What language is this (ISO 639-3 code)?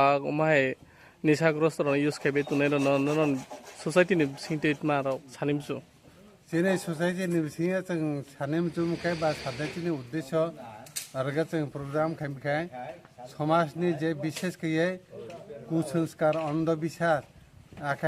trp